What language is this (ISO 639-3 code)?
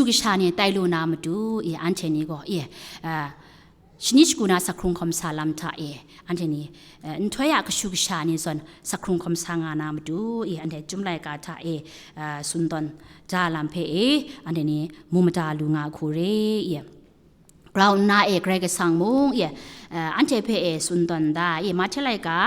kac